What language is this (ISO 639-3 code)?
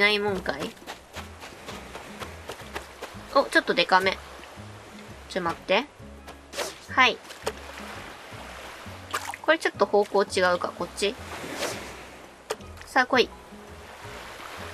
jpn